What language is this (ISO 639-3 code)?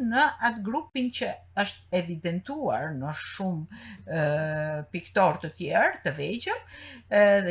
sqi